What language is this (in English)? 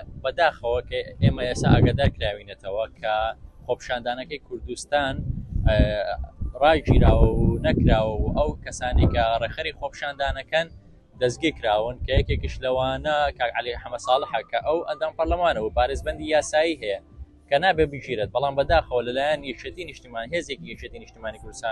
Central Kurdish